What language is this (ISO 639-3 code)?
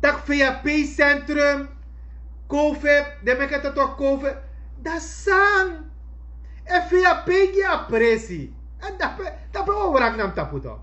srn